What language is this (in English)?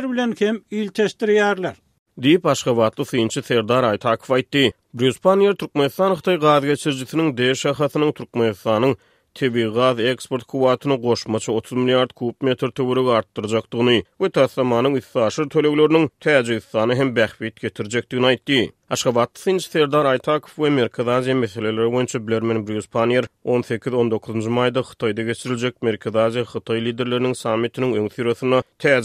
Turkmen